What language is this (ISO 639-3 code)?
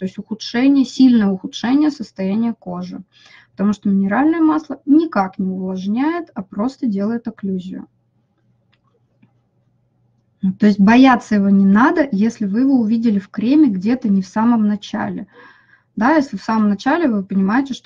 rus